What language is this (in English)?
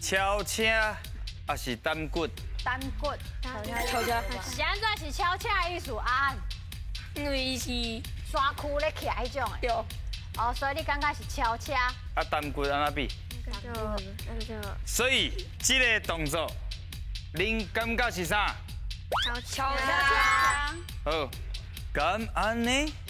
Min Nan Chinese